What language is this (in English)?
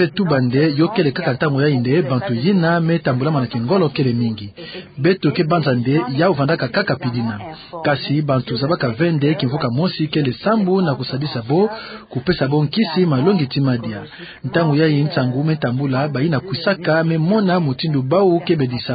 Kituba (Democratic Republic of Congo)